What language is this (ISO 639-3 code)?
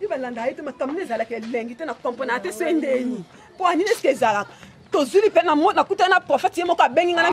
lin